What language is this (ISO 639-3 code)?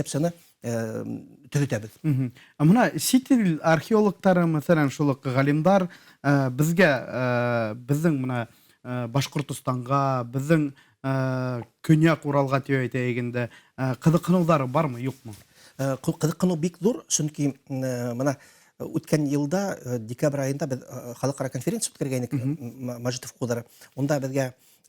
bak